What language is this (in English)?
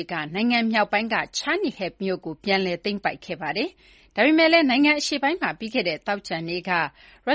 Burmese